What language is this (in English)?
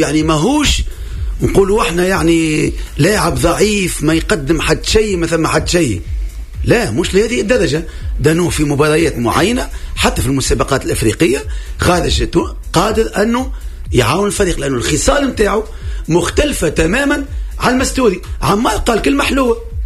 Tunisian Arabic